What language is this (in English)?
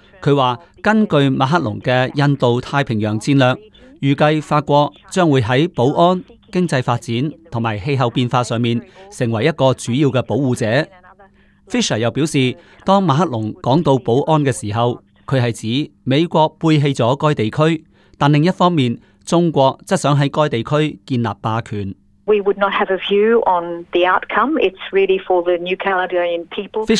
Cantonese